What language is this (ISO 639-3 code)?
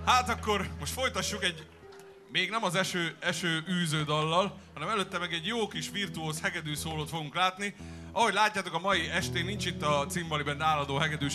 hun